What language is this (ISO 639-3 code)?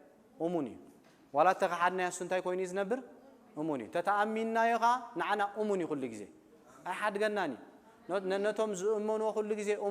tir